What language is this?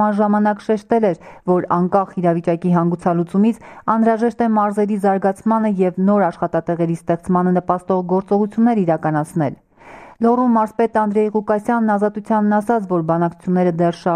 Armenian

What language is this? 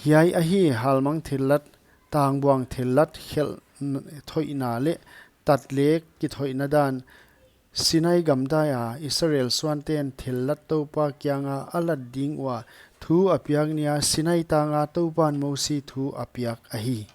Paite Chin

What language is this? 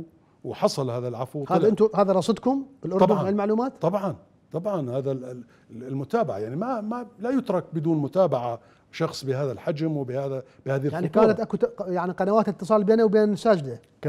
Mesopotamian Arabic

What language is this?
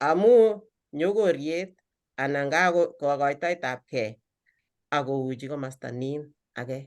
Kalenjin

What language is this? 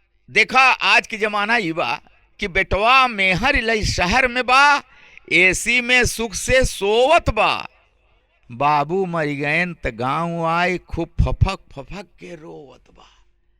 Awadhi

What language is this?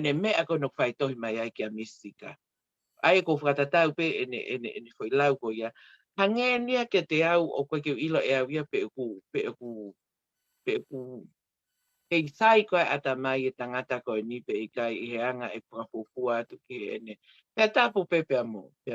Tongan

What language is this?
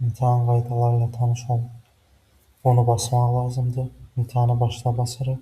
Azerbaijani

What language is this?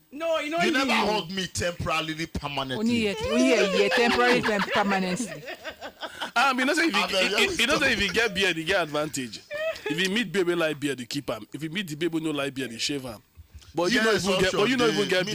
Nigerian Pidgin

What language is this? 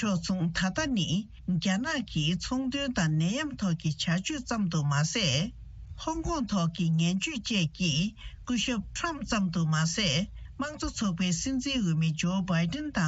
Tibetan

